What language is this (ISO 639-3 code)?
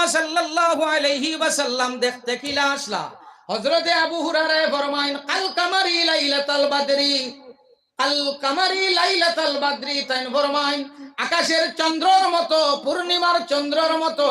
syl